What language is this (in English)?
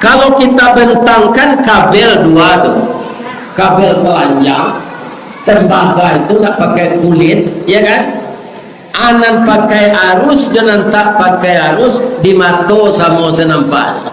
Minangkabau